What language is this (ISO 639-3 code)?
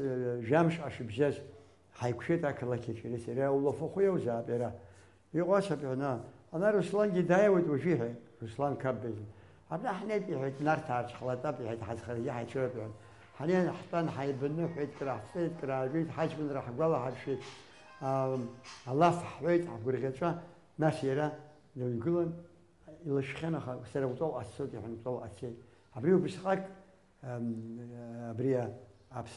abk